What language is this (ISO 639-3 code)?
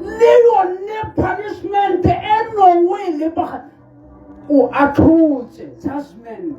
tsn